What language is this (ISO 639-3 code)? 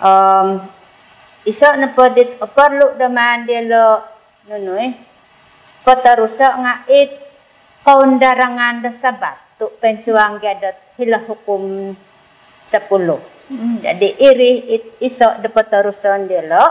dtp